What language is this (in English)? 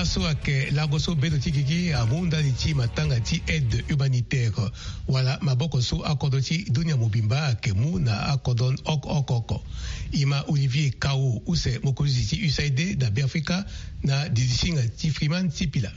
Sango